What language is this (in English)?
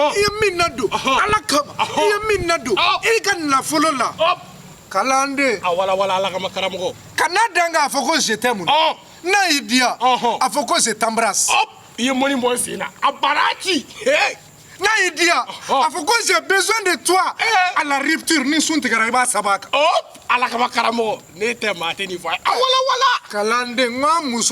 Bambara